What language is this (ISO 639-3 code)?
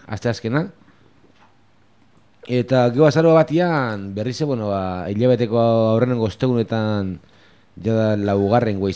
eus